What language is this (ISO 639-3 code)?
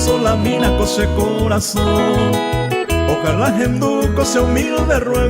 grn